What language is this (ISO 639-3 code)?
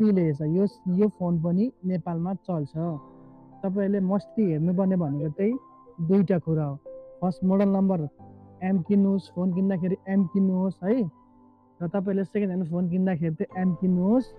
nep